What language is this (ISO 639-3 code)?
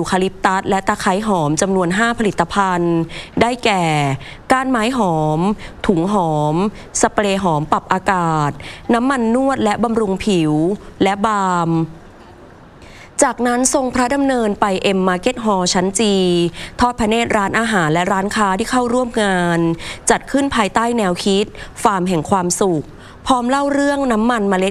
tha